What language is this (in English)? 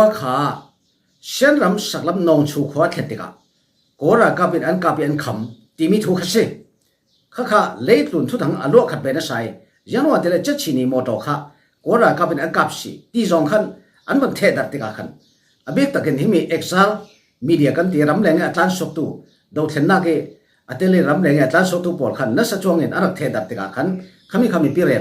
Falam Chin